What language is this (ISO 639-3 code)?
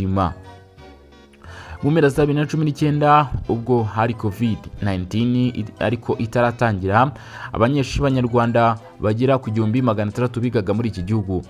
kin